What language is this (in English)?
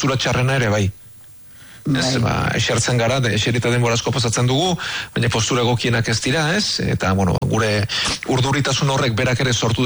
Basque